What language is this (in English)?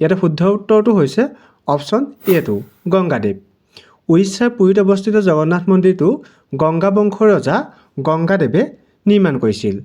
Assamese